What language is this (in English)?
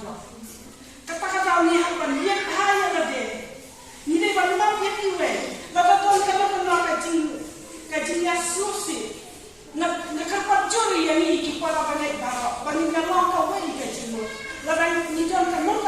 Khasi